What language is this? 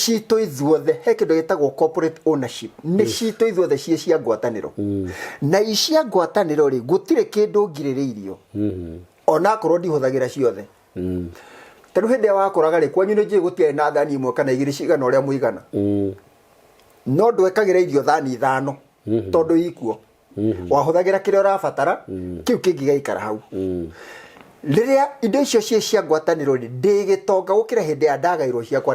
Kikuyu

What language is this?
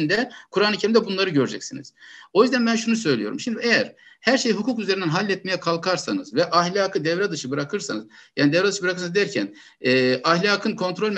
Turkish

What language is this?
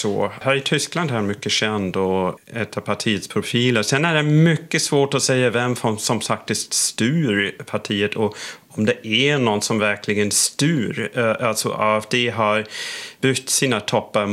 Swedish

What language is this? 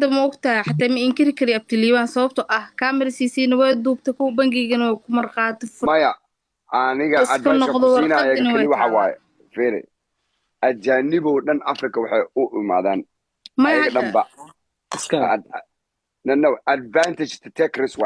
Somali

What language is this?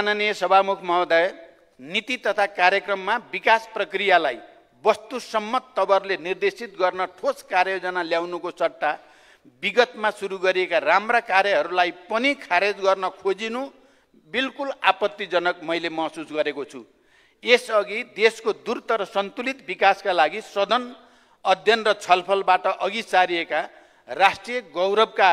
Nepali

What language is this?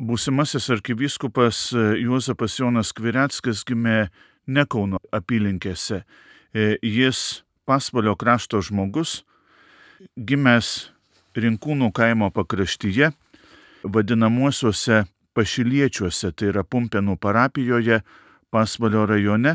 Lithuanian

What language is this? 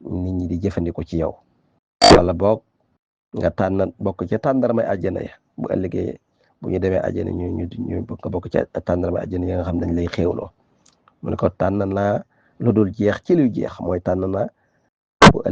Wolof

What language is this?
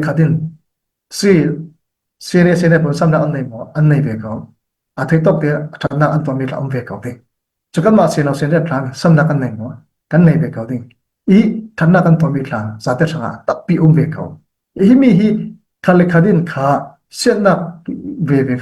Falam Chin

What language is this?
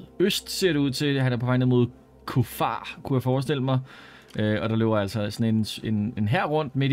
Danish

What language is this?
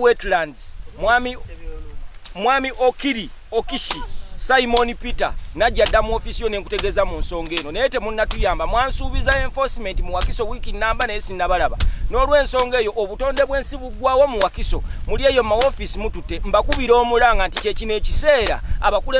Ganda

